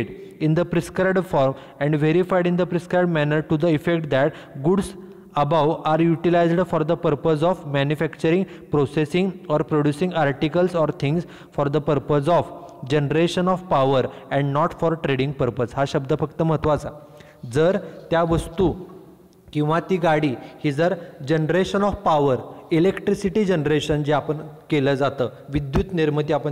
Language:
Marathi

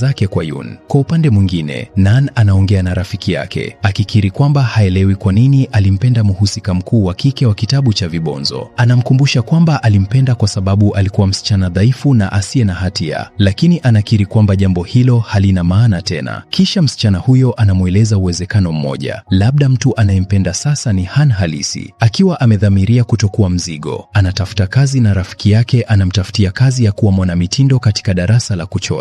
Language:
Swahili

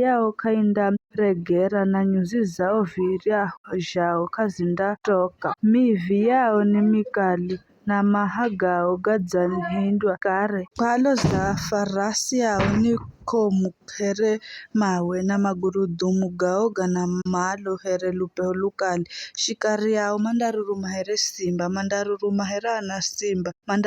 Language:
Giryama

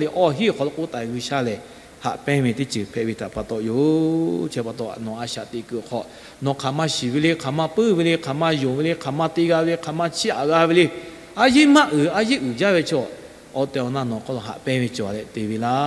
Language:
Lahu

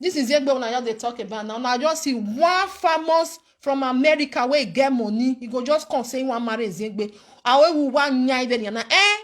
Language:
Nigerian Pidgin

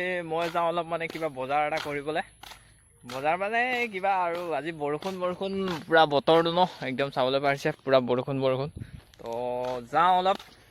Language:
Assamese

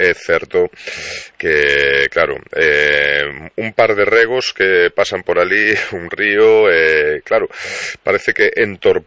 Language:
Galician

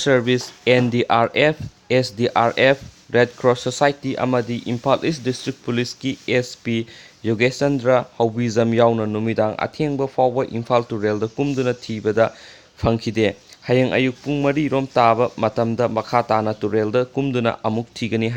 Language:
Manipuri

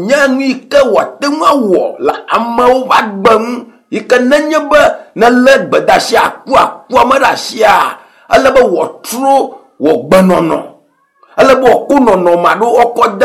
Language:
Ewe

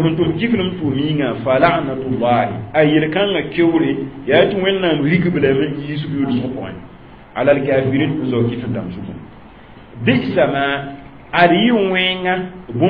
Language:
Mossi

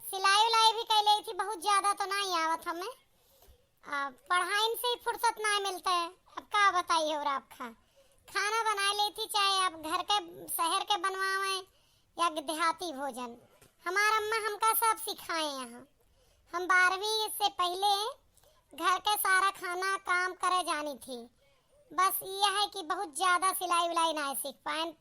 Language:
Awadhi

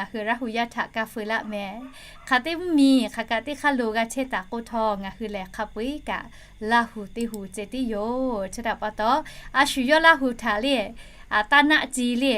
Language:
Lahu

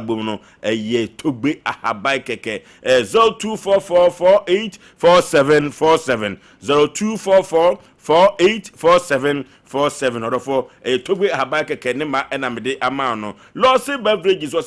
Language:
Akan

